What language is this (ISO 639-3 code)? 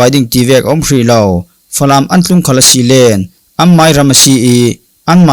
cfm